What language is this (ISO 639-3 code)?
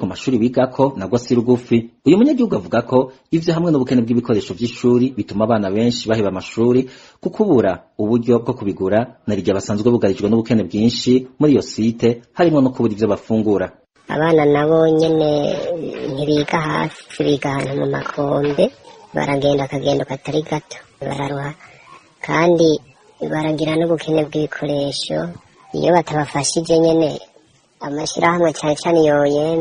run